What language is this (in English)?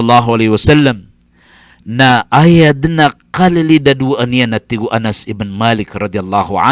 Maranao